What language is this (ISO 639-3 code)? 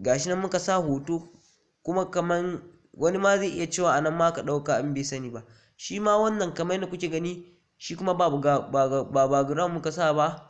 hau